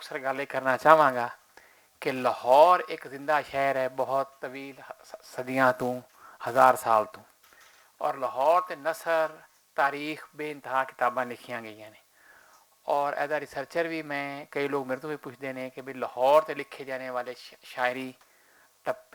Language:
Western Panjabi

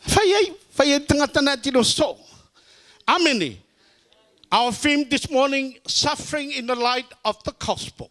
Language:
Samoan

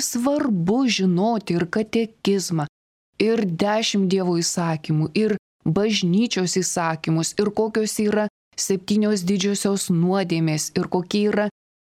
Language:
Lithuanian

